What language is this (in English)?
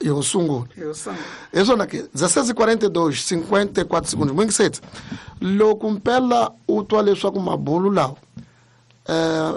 Tsonga